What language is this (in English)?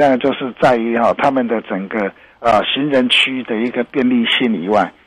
Chinese